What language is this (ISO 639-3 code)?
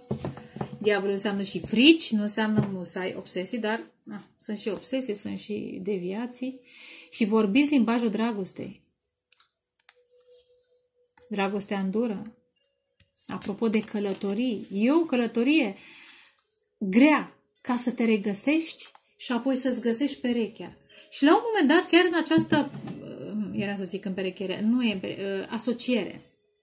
ron